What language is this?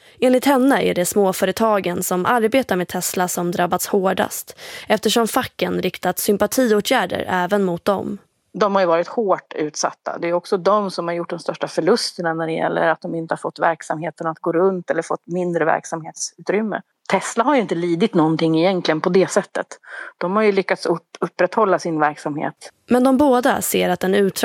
Swedish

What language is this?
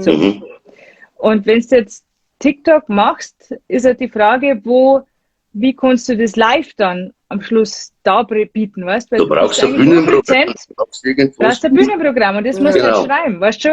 Bavarian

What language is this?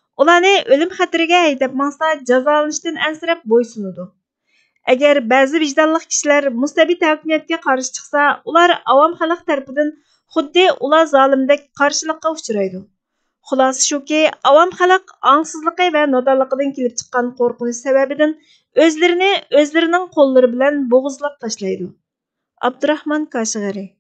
Uyghur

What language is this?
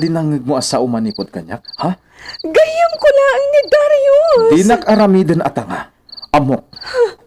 Iloko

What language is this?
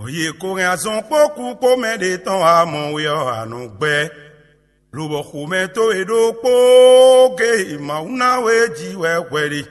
Fon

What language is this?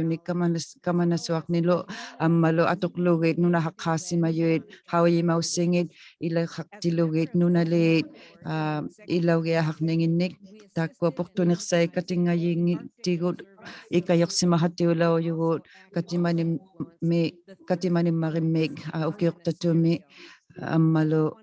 Inuktitut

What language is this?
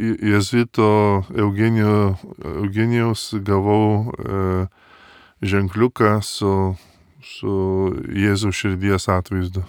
Lithuanian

